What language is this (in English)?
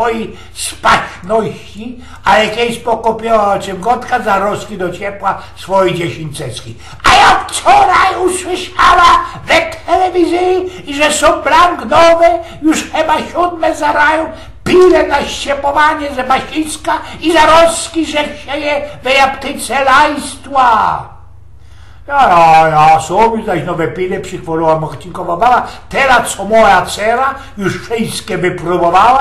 Silesian